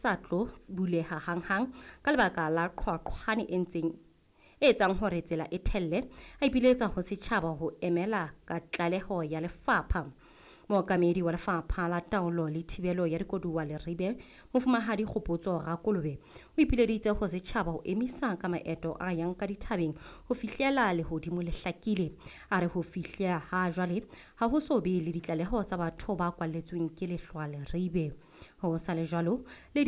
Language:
Southern Sotho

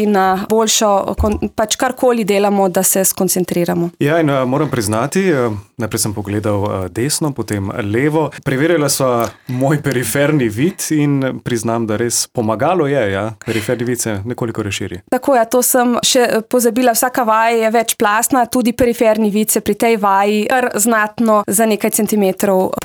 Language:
Slovenian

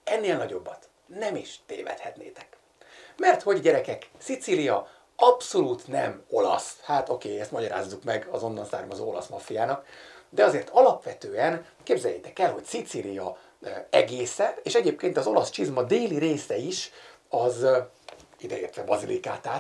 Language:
Hungarian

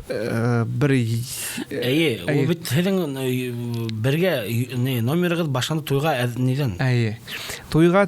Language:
Bashkir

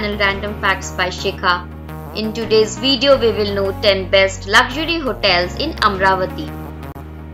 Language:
English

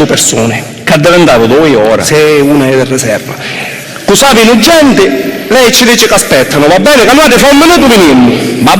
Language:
Sicilian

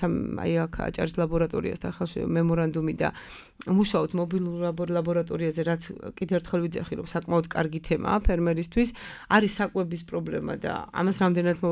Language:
Georgian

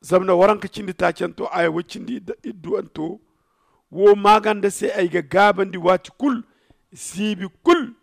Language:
Zarma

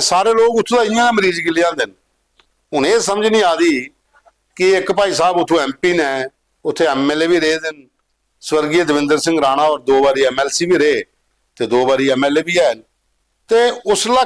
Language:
Dogri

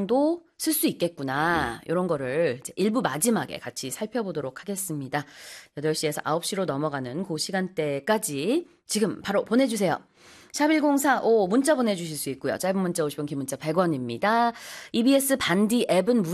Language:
Korean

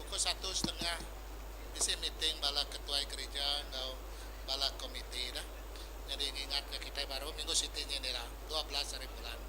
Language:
Iban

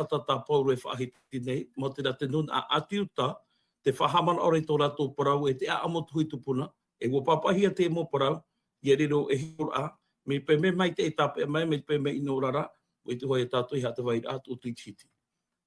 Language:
Tahitian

